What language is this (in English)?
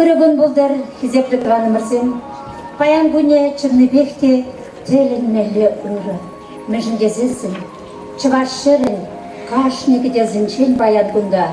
Chuvash